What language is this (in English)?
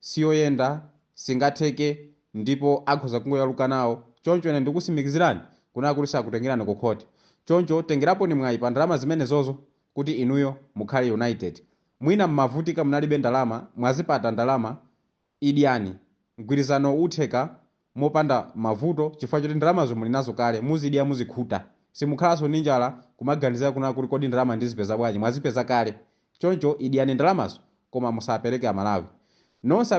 Nyanja